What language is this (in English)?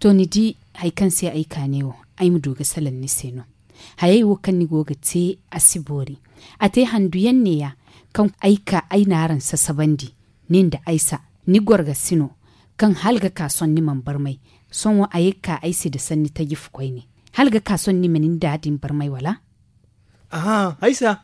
Hausa